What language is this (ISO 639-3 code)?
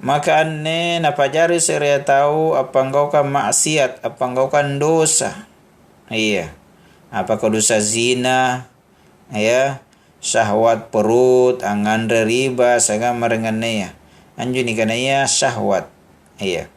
mak